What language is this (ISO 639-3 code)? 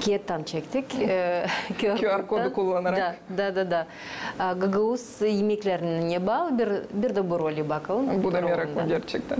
gag